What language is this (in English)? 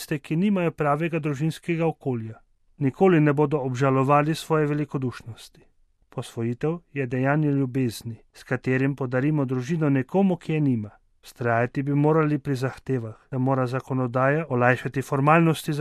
Slovenian